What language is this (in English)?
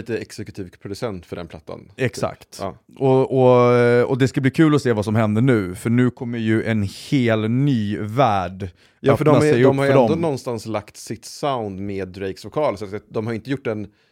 Swedish